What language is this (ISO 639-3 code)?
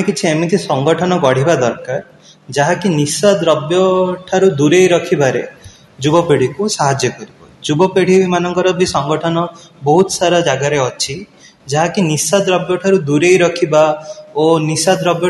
ori